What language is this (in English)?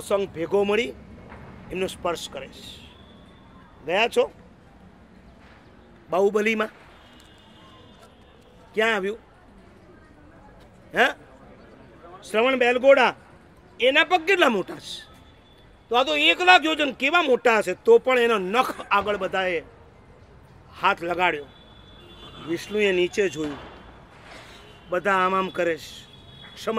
Gujarati